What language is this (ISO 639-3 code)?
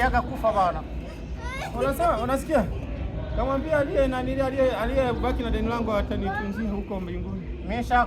swa